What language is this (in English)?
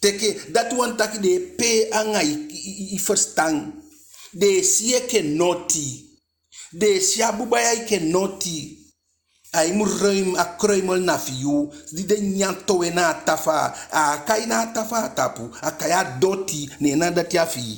Eastern Maroon Creole